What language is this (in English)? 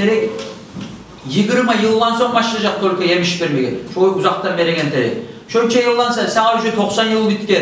Kumyk